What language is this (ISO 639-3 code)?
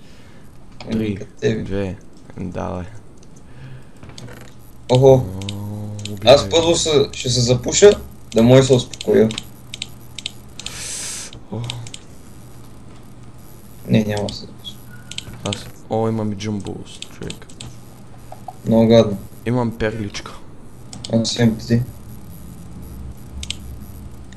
bul